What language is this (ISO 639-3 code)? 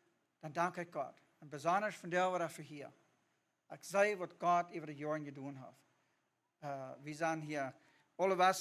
pdt